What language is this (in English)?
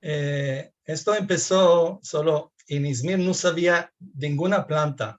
Ladino